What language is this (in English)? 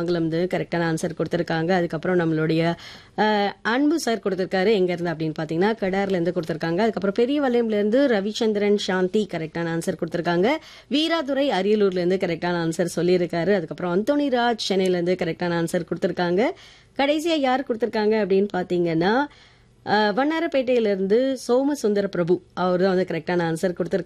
Tamil